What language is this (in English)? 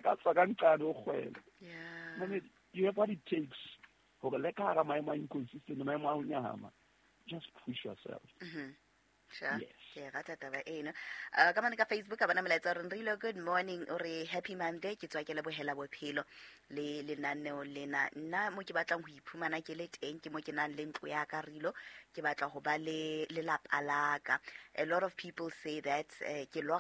Southern Sotho